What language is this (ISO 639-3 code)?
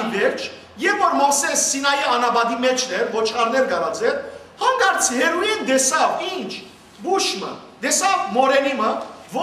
hyw